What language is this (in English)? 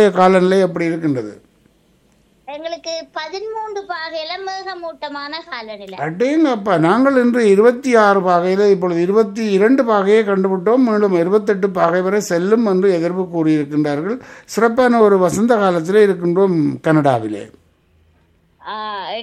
Tamil